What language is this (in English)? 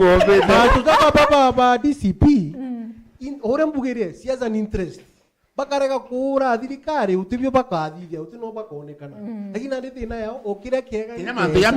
Meru